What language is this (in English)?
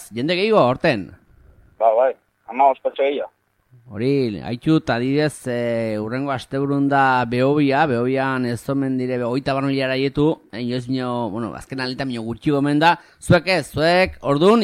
Basque